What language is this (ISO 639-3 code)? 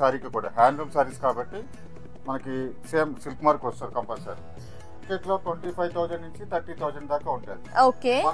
tel